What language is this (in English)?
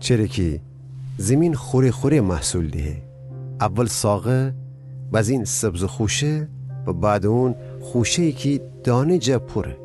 Gilaki